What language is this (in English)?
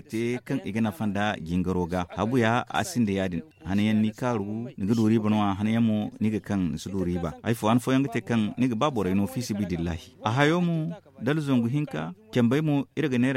Zarma